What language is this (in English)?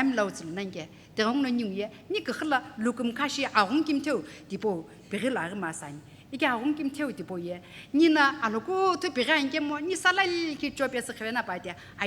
Sumi Naga